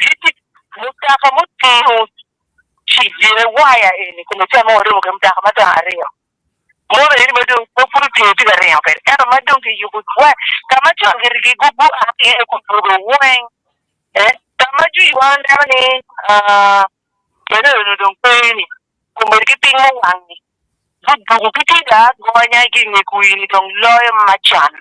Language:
Acoli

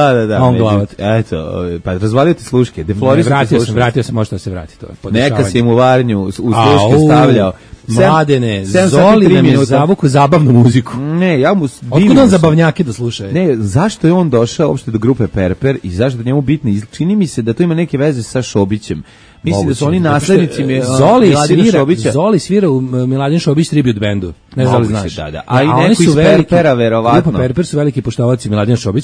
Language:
Serbian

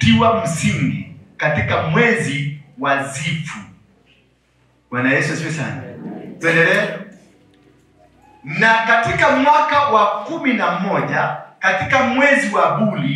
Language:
Swahili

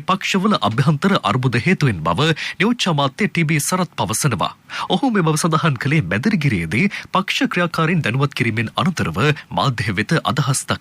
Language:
Sinhala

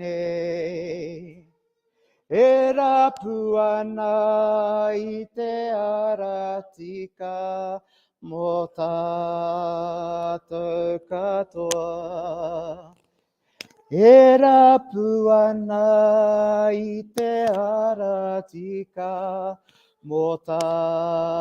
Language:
Māori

